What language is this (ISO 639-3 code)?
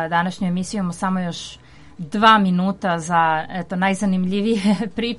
srp